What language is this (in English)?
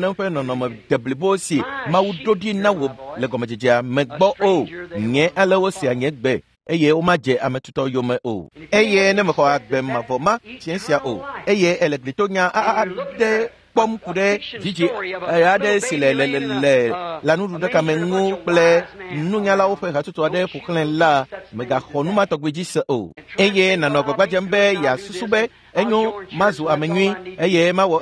Ewe